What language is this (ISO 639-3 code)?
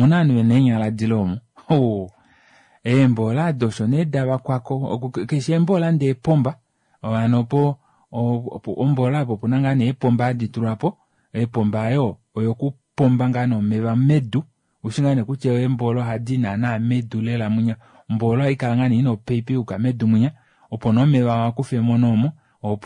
kua